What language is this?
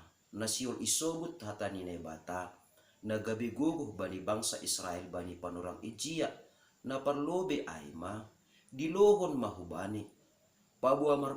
Batak Simalungun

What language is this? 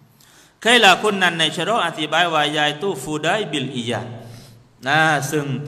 Thai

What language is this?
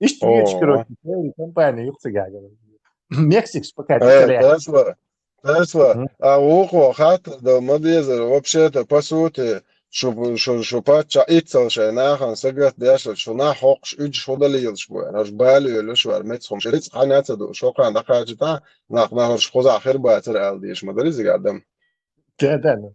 Chechen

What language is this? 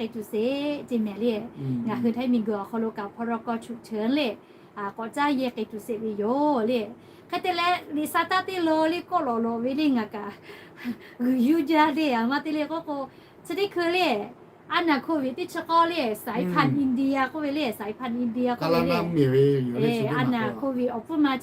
Lahu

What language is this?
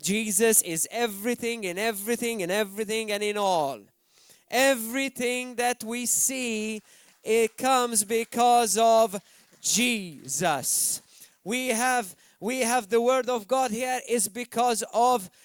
English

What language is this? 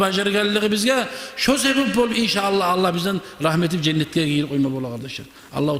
Kumyk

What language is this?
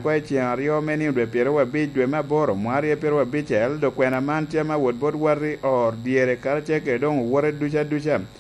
Lango (Uganda)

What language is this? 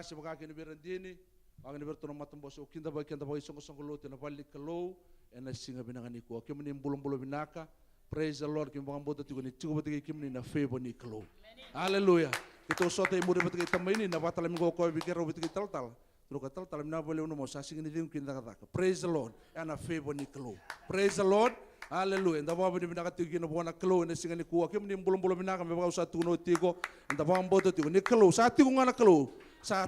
Fijian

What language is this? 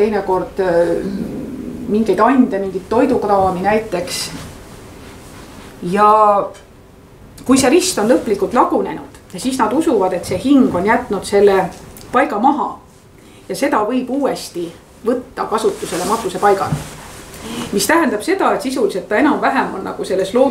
Estonian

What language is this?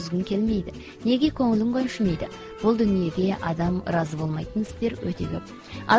Kazakh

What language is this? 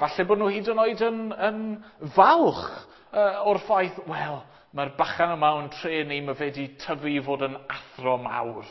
Welsh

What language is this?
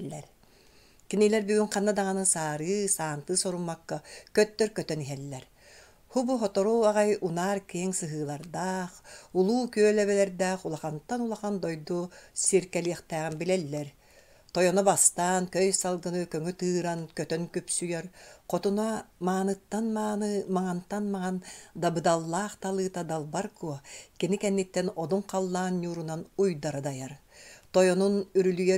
Yakut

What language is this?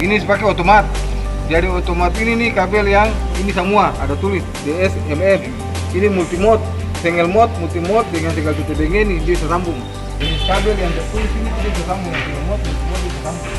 Ambonese Malay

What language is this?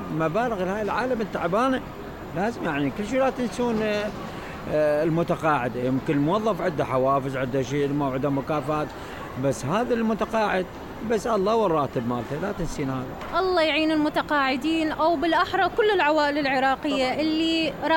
Mesopotamian Arabic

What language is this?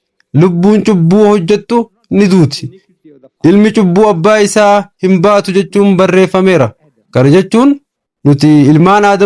Oromo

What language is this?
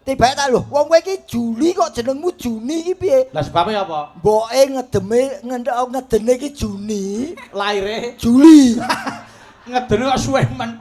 Javanese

